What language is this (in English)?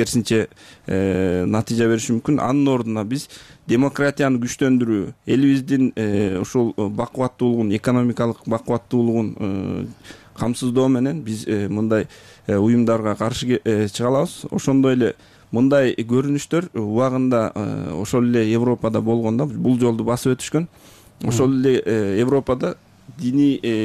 Kyrgyz